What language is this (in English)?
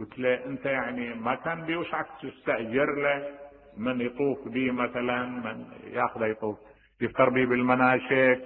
Mesopotamian Arabic